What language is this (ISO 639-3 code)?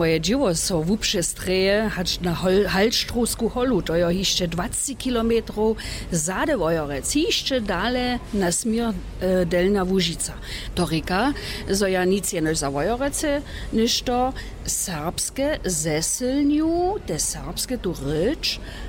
hsb